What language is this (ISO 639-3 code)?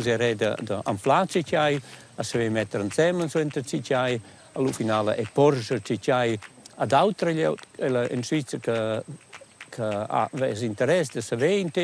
roh